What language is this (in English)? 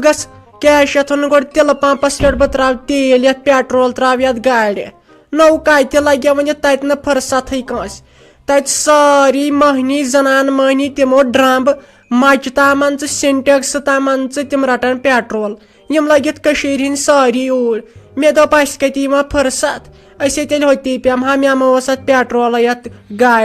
Kashmiri